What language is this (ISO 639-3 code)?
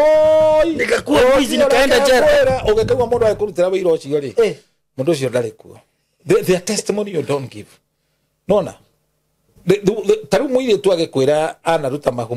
kik